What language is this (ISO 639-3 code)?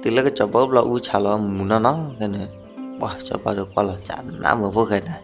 ksw